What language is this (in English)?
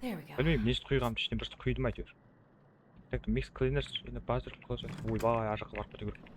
Kara-Kalpak